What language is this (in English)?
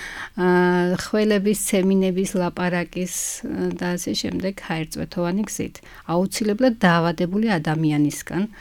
Georgian